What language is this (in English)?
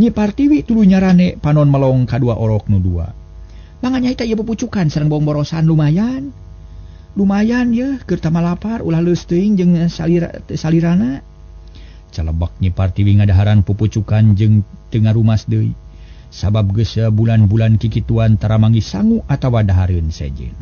Sundanese